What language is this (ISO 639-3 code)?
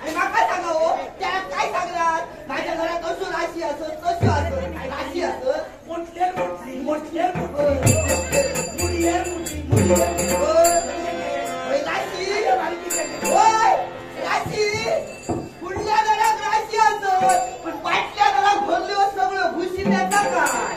kok